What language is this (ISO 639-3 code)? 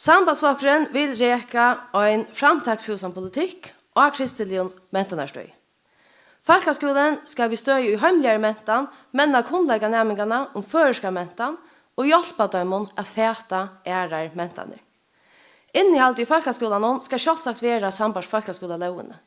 fao